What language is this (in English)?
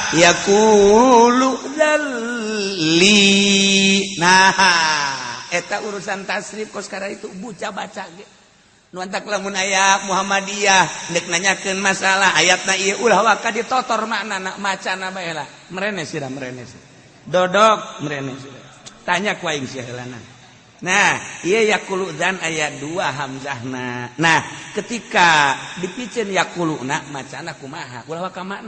Sundanese